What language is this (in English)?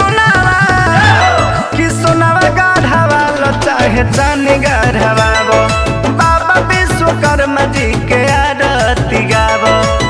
Bhojpuri